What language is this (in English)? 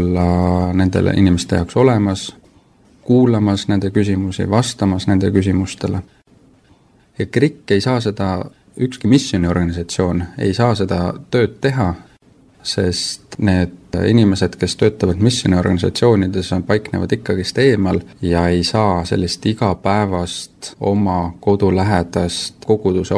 Estonian